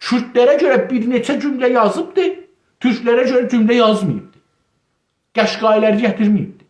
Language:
South Azerbaijani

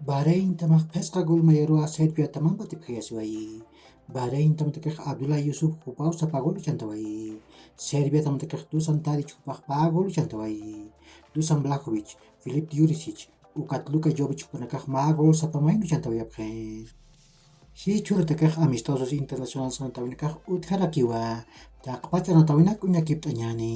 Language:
Aymara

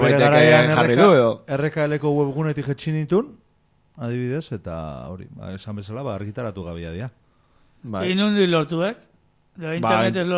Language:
Basque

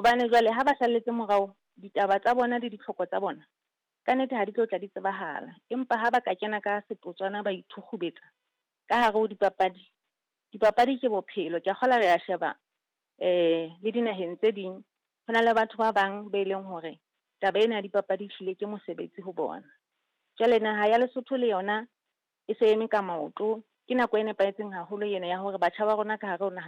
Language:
Southern Sotho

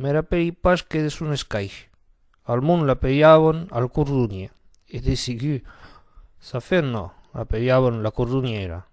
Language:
Occitan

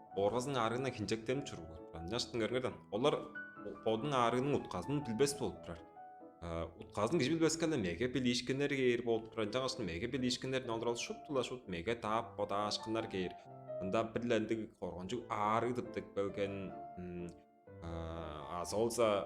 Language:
Tuvinian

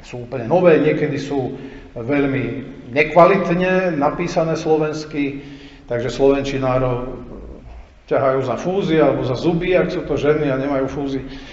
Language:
Slovak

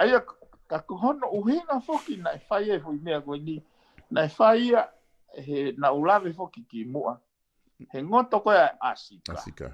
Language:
Tongan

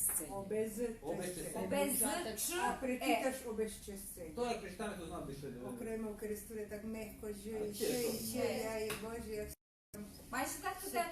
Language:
Rusyn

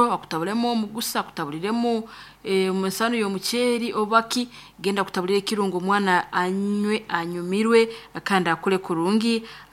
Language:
Nyankole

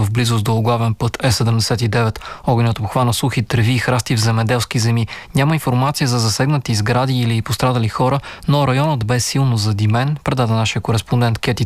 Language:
Bulgarian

